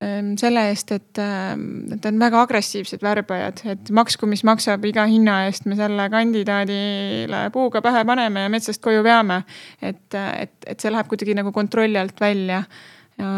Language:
Estonian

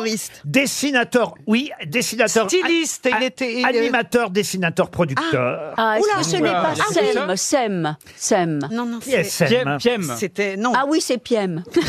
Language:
French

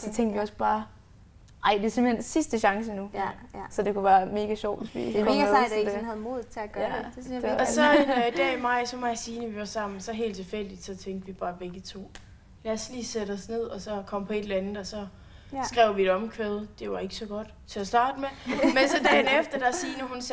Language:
Danish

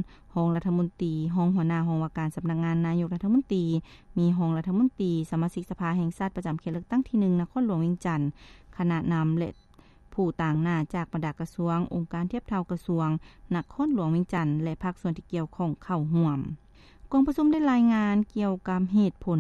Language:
Lao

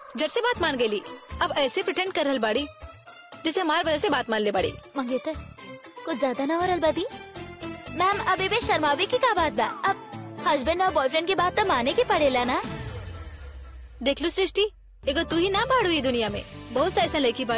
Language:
Bhojpuri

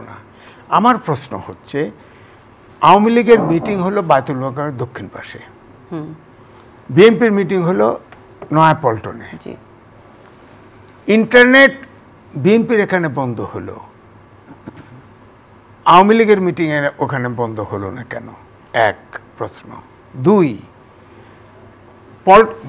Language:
Bangla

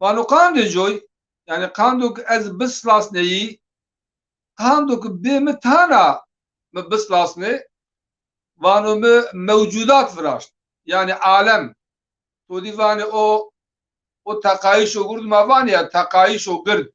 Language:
Zaza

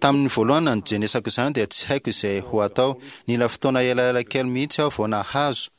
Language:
Malagasy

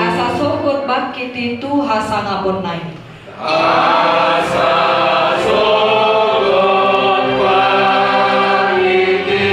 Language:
Batak Toba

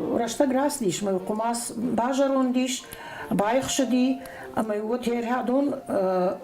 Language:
Ossetic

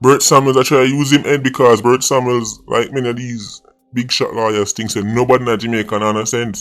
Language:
Jamaican Creole English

